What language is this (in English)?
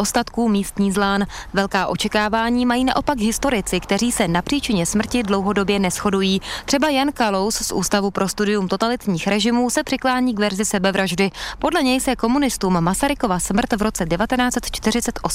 Czech